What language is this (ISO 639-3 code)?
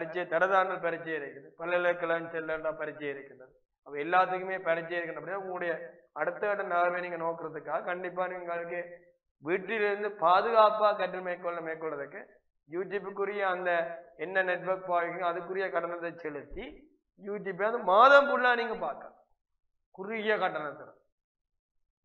tam